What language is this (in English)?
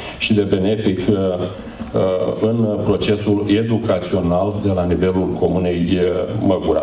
Romanian